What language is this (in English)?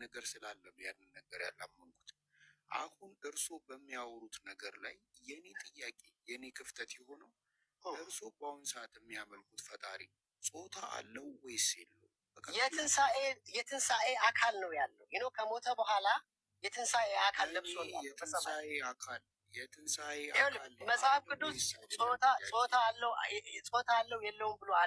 Amharic